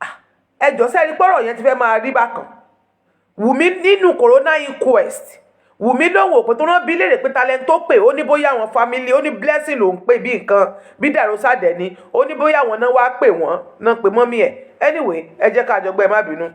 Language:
Yoruba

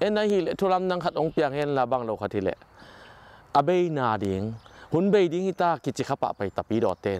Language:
Tedim Chin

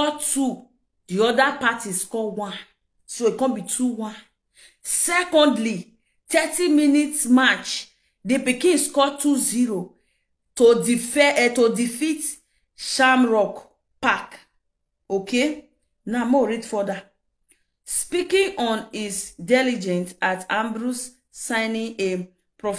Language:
Nigerian Pidgin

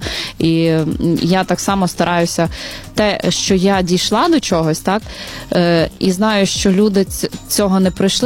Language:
Ukrainian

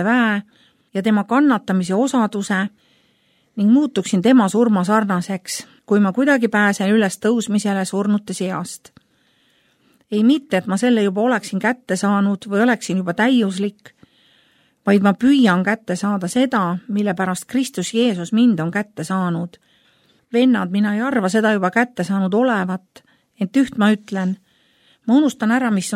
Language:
Estonian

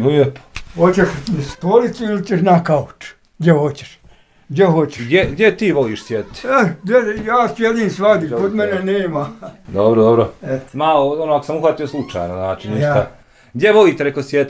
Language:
Bosnian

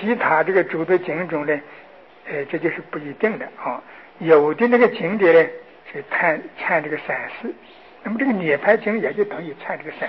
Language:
Chinese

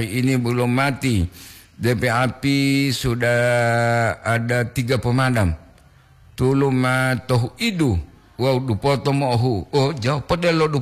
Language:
Gorontalo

